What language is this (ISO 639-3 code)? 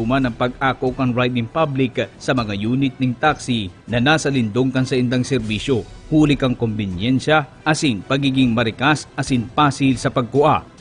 bik